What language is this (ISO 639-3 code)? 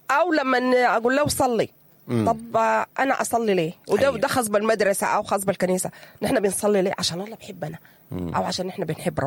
apd